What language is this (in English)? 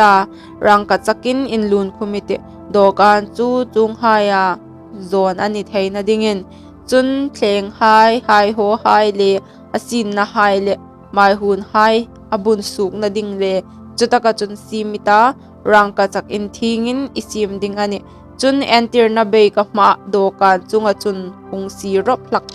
Hmar